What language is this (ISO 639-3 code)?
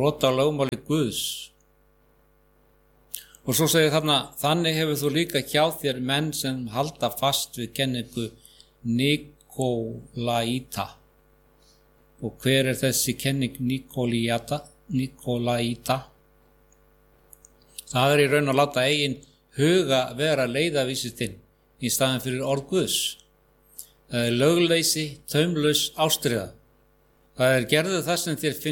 isl